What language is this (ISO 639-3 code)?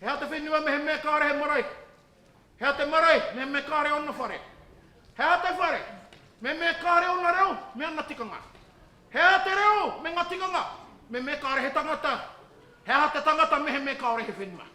mri